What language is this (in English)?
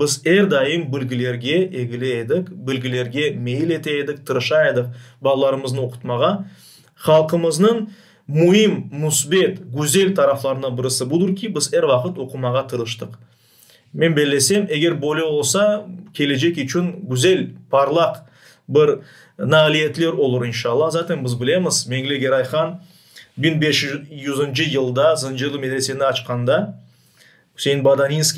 Crimean Tatar